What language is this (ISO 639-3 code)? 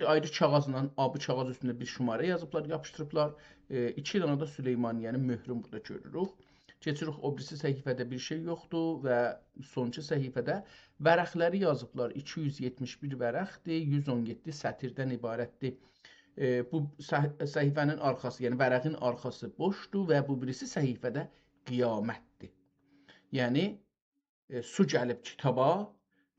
azb